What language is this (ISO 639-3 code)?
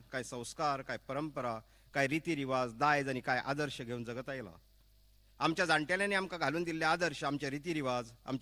kok